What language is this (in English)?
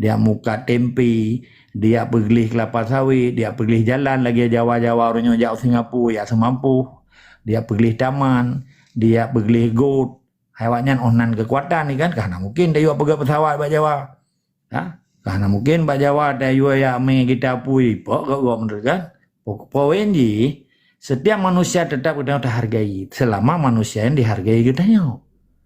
Achinese